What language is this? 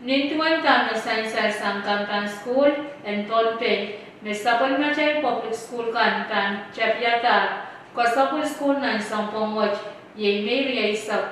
Pohnpeian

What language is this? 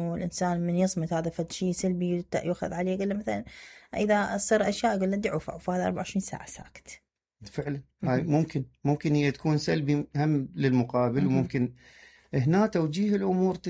Mesopotamian Arabic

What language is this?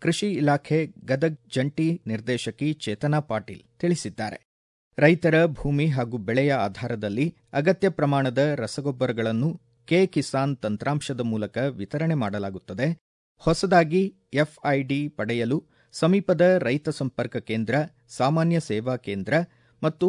Kannada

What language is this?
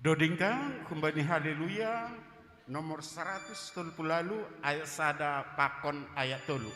Batak Simalungun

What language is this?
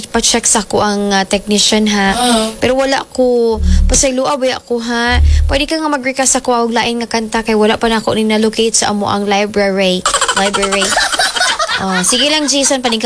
Cebuano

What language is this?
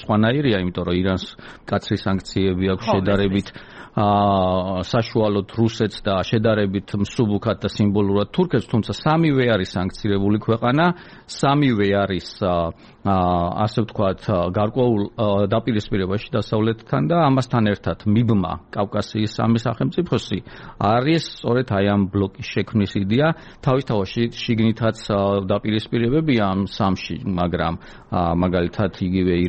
Georgian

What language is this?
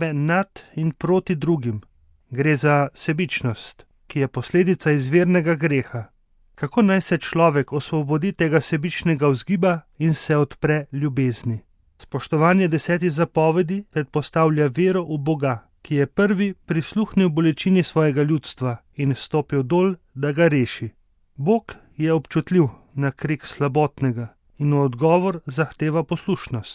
Slovenian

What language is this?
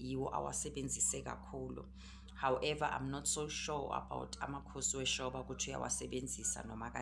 Zulu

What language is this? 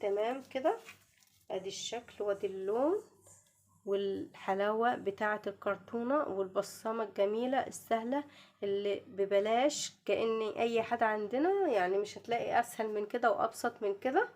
Egyptian Arabic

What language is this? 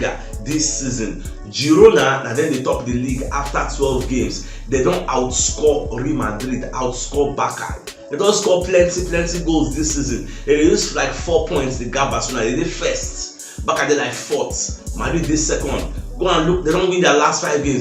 Nigerian Pidgin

